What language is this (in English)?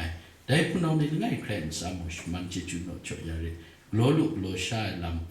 Kachin